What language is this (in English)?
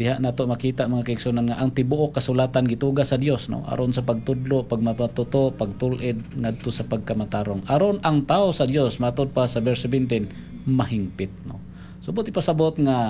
Cebuano